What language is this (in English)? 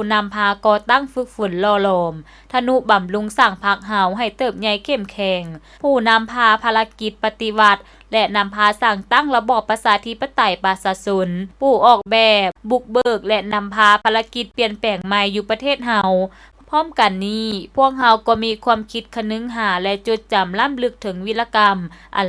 Lao